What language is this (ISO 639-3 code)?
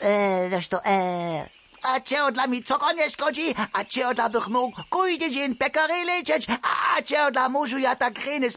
hsb